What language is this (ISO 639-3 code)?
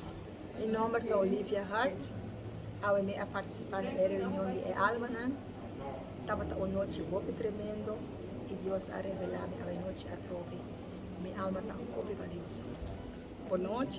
pap